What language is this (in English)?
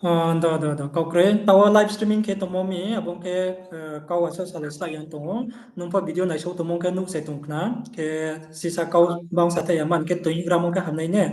Riang (India)